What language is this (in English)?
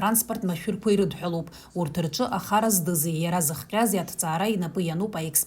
Abkhazian